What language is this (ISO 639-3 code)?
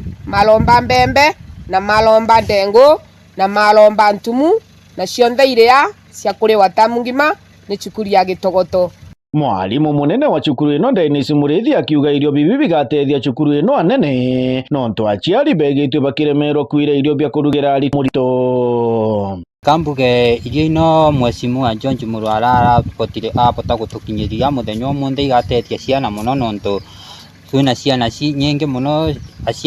mer